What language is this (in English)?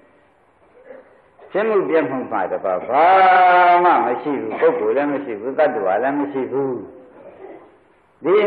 Burmese